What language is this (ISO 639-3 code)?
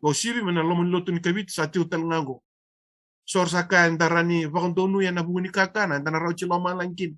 fij